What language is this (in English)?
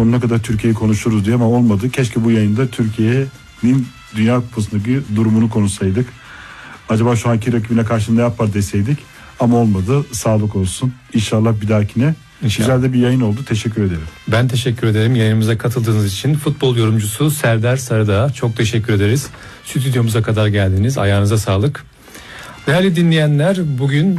Turkish